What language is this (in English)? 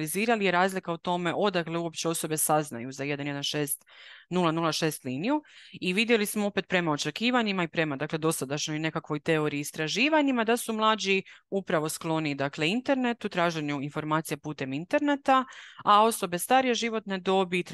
Croatian